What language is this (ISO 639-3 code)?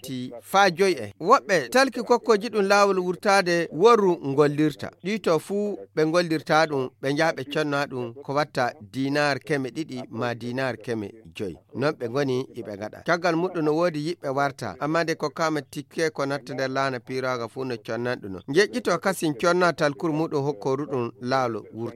fuv